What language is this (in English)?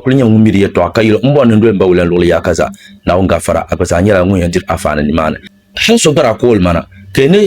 Dagbani